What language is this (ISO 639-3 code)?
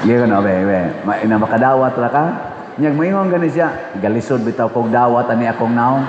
ceb